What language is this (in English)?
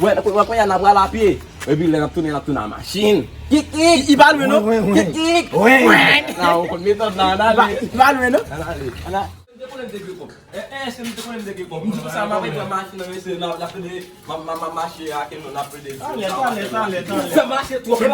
Haitian Creole